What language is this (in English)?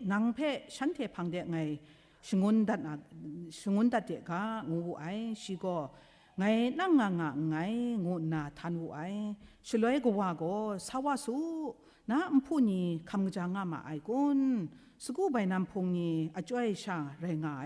Kachin